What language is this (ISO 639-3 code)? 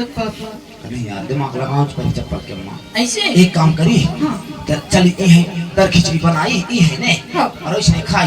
hne